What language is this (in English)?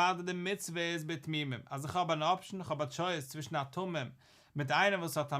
Yiddish